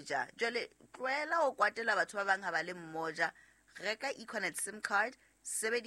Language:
Southern Sotho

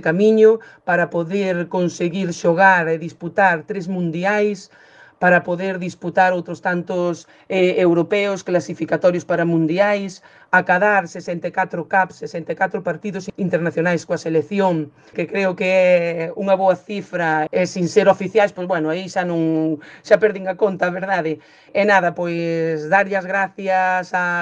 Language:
Galician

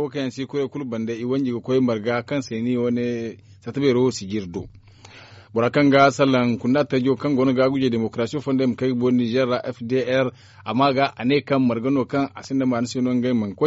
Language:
Zarma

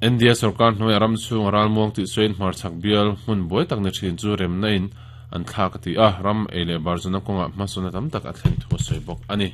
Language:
Mizo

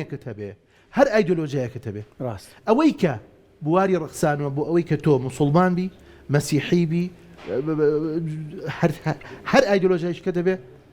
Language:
Central Kurdish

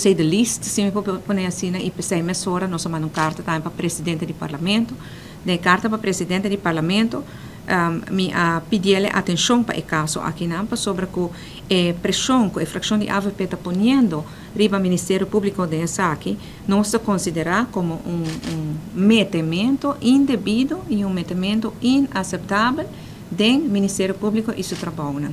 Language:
Papiamento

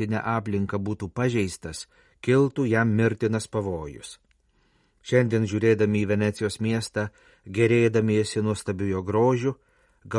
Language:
Lithuanian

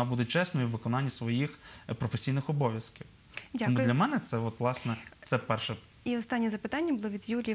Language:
Ukrainian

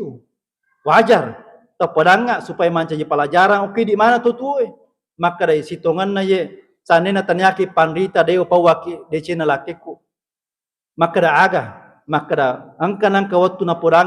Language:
Buginese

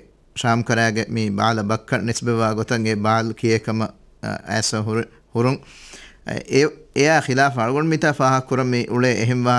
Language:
Divehi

